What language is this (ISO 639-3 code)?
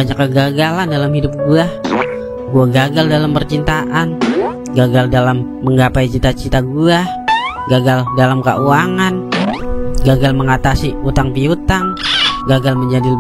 bew